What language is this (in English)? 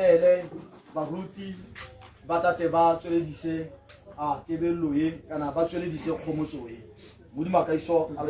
Tswana